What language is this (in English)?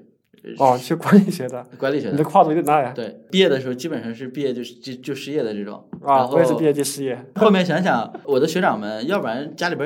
Chinese